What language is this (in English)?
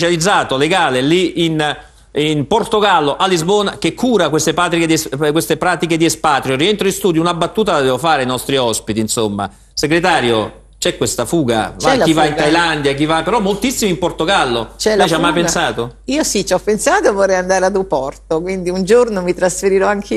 Italian